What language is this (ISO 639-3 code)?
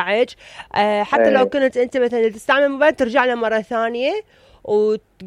acm